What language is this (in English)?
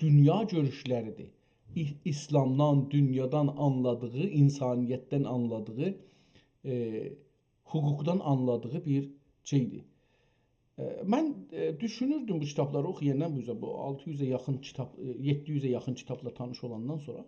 South Azerbaijani